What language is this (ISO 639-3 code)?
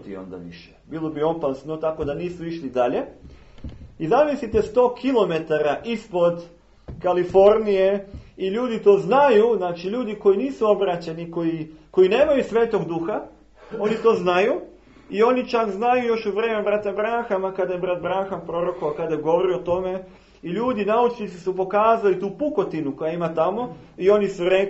srp